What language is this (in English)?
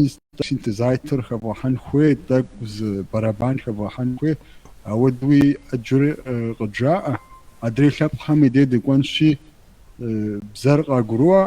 Kabardian